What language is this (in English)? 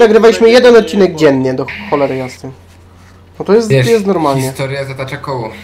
Polish